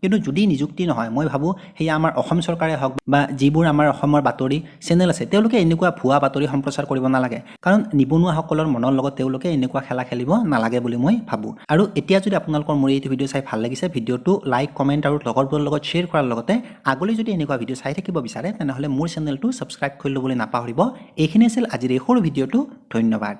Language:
Assamese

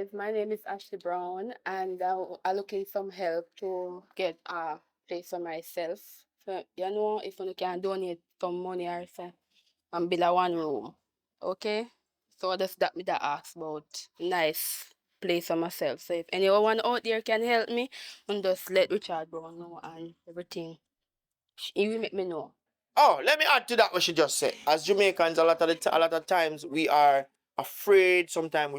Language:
Jamaican Creole English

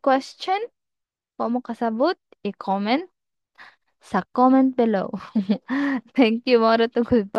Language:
Cebuano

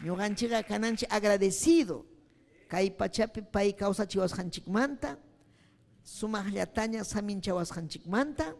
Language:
Ayacucho Quechua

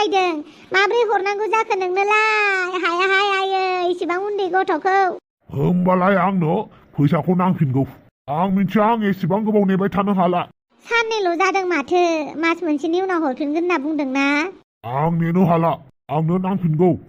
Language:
Bodo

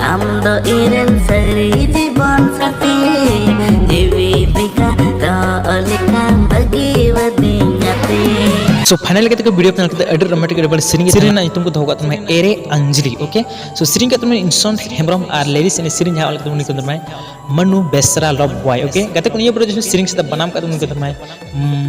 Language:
Santali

